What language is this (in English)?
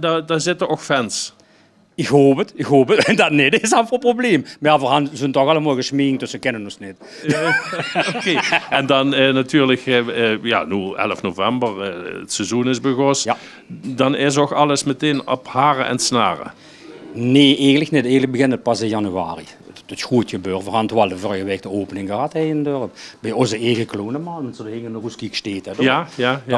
Limburgish